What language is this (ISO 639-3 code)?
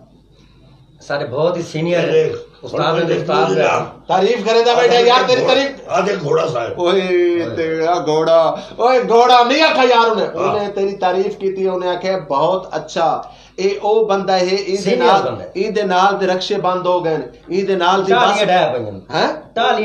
skr